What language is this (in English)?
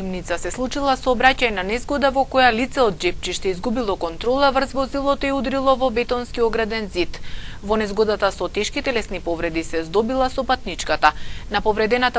Macedonian